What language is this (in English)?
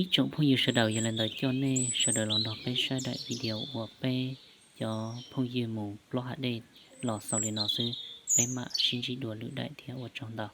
Hmong